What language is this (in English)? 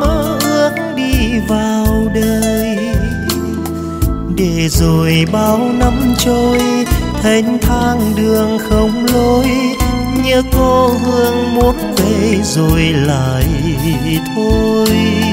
Vietnamese